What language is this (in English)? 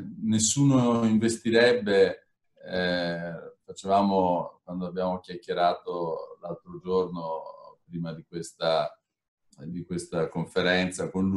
Italian